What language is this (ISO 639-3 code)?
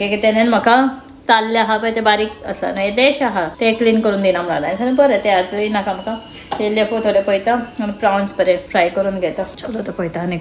kok